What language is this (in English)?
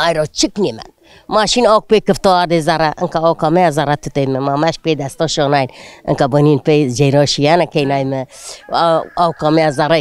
Zaza